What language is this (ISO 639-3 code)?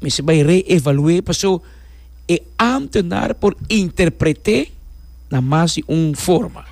pap